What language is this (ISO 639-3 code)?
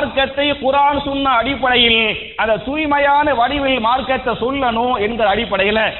tam